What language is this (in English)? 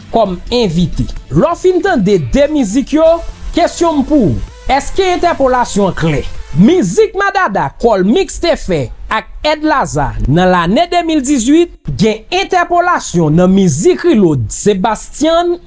Haitian Creole